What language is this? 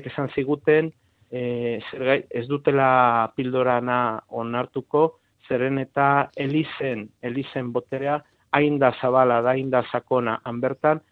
Basque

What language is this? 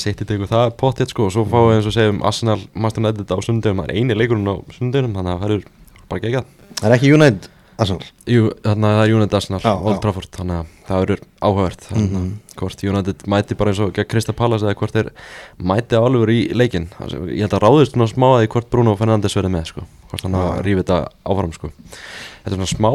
Icelandic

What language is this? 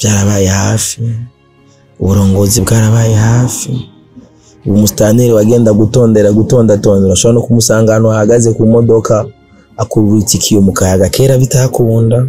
Rundi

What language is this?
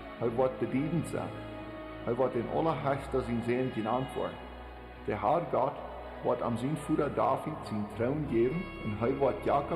Plautdietsch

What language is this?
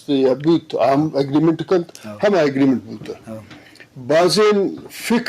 Eastern Balochi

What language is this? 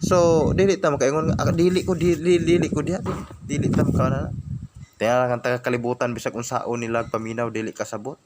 Cebuano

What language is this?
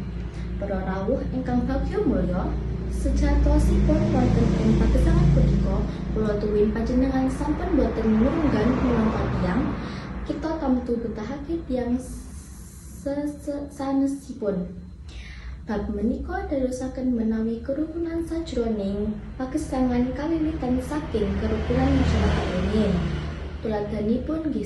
Javanese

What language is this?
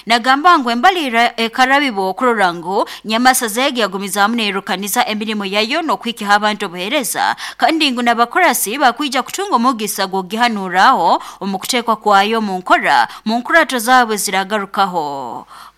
Nyoro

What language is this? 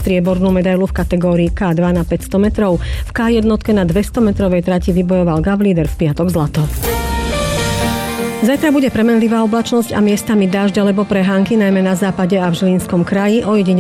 Slovak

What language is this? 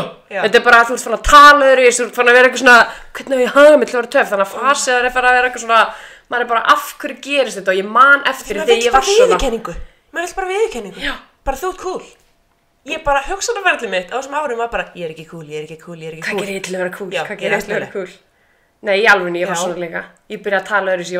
Icelandic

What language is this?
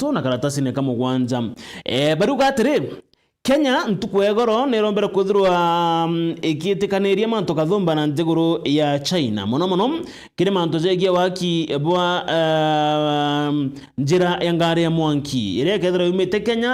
Meru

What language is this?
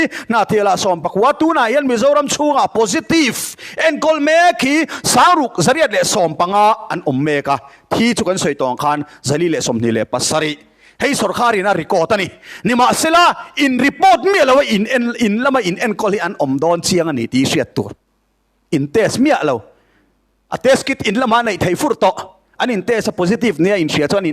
Mizo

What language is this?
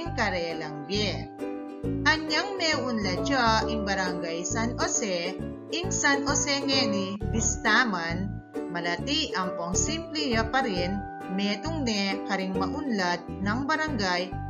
Pampanga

